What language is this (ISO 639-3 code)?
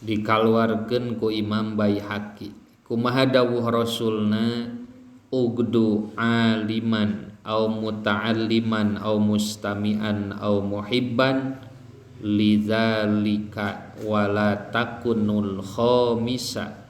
sun